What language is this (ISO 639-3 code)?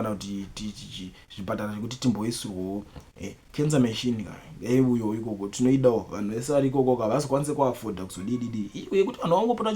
sna